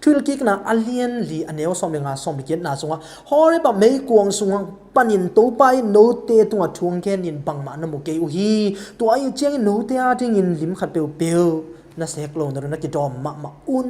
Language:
Tedim Chin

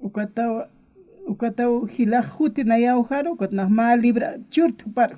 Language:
Aymara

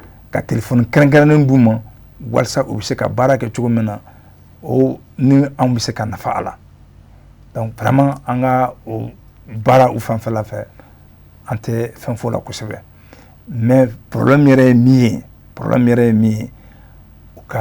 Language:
Bambara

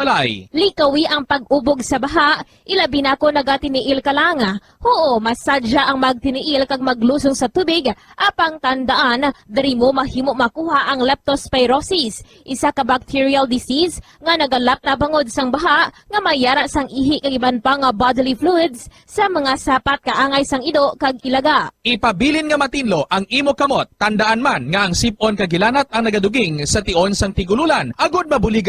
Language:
Hiligaynon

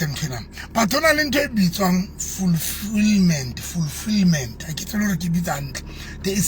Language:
Southern Sotho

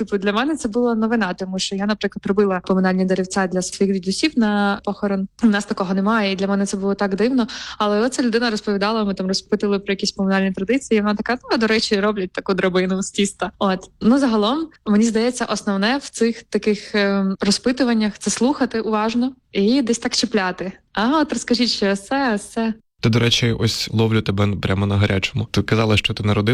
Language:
Ukrainian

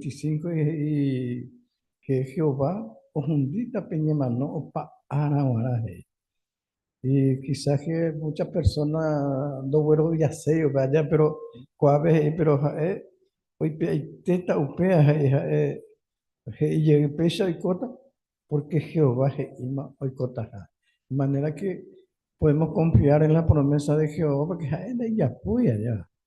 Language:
Guarani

